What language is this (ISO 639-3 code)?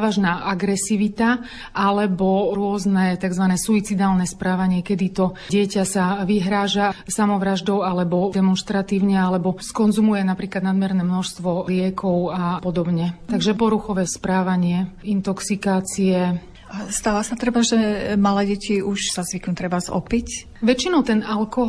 slk